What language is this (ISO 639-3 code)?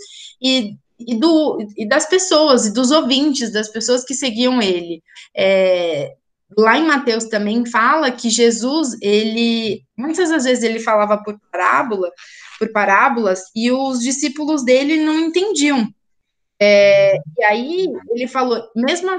por